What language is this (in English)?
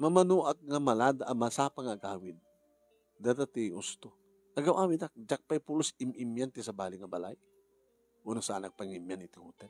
Iloko